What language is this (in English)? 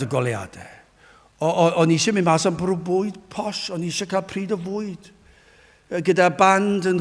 Welsh